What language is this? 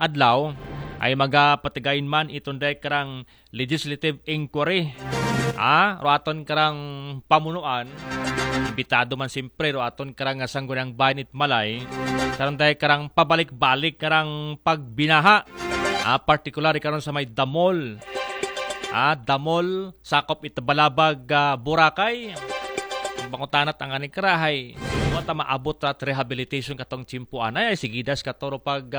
Aklanon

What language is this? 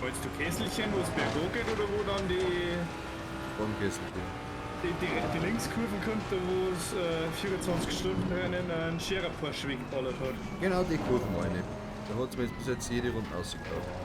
Bavarian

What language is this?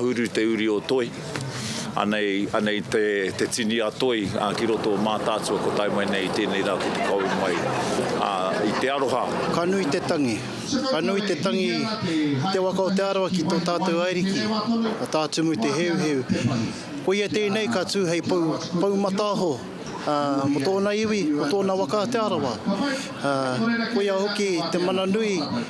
Māori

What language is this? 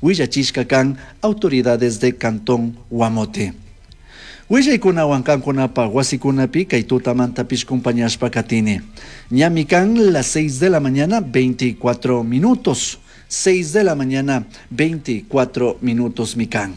Chimborazo Highland Quichua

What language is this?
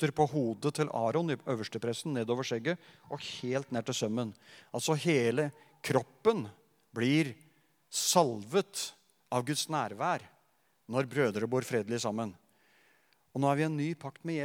Norwegian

